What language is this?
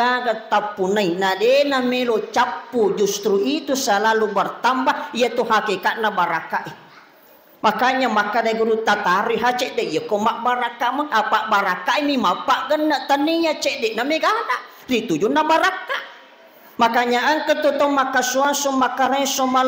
Buginese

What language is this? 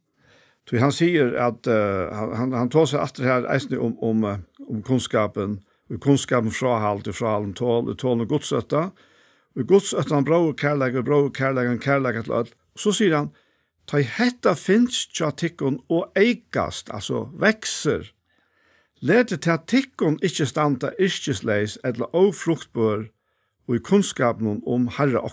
Faroese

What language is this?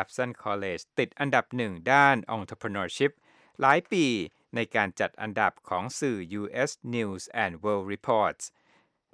Thai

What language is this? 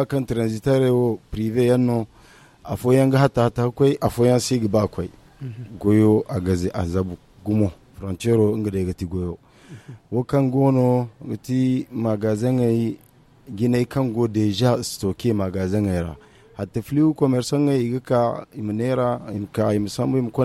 Zarma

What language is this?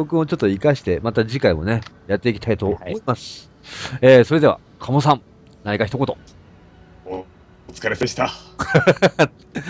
Japanese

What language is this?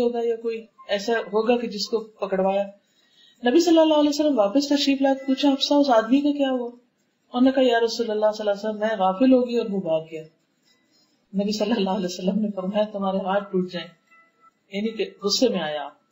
Urdu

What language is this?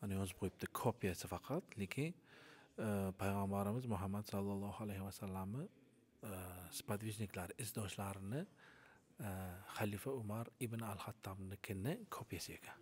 Uzbek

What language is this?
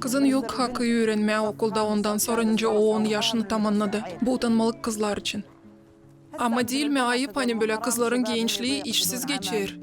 Gagauz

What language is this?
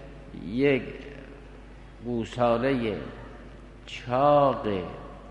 Persian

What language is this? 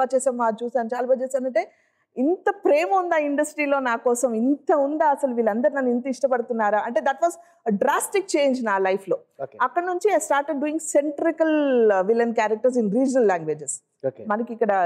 Telugu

